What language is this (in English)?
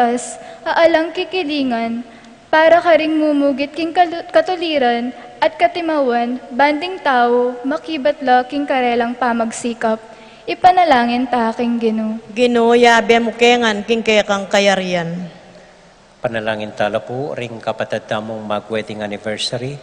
Pampanga